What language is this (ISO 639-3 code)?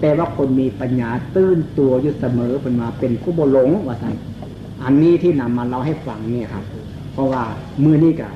tts